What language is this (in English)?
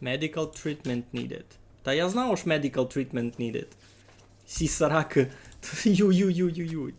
Rusyn